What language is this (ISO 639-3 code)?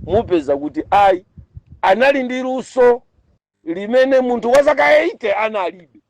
nya